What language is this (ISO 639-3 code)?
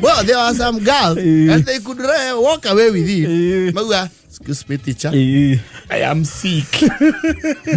kik